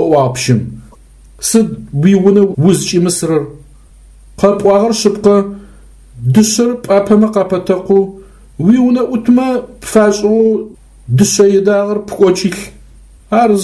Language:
Adyghe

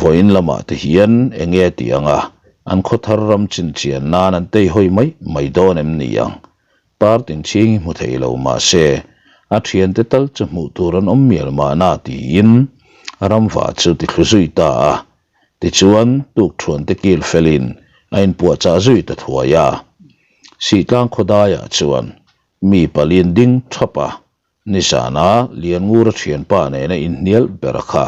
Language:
Mizo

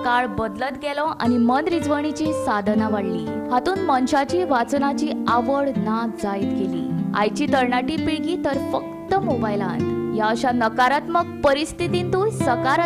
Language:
Konkani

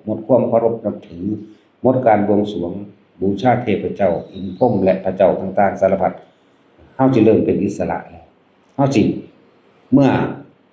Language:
Northeastern Thai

